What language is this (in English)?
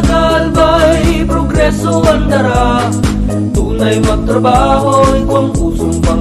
Bikol